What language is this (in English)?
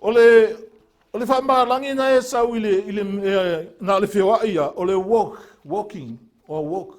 Samoan